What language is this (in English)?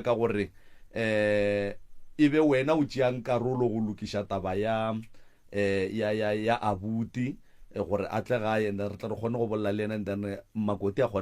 Northern Sotho